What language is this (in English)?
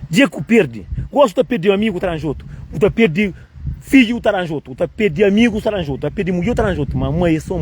Kabuverdianu